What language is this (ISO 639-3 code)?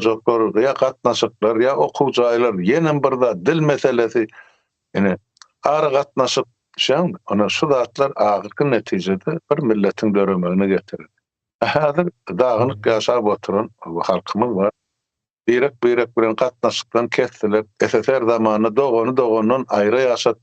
tuk